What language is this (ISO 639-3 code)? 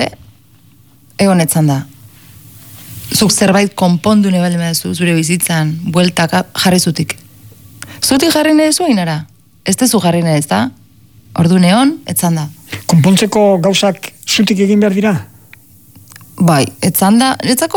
eus